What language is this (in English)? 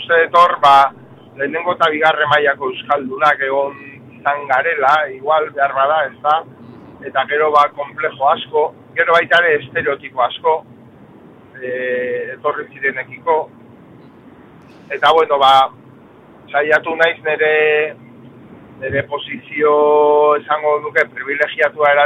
Basque